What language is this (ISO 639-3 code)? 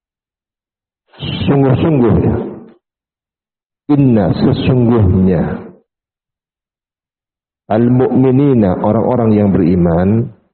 ind